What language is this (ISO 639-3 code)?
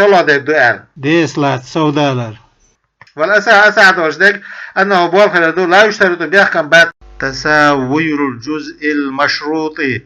che